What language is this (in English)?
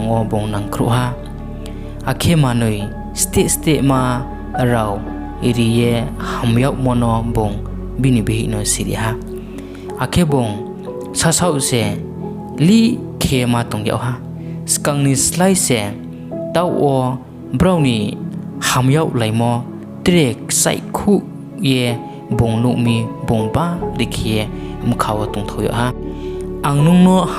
Riang (India)